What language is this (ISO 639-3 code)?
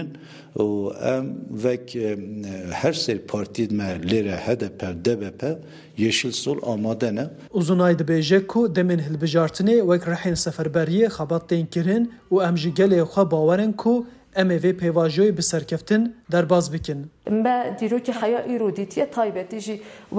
kur